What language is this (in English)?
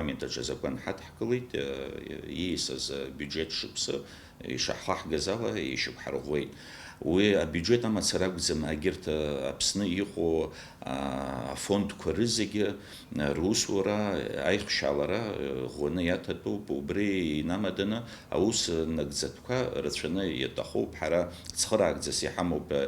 Abkhazian